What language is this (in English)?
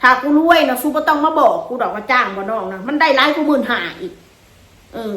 Northeastern Thai